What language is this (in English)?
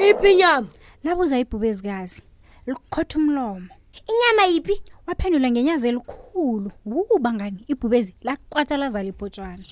South Ndebele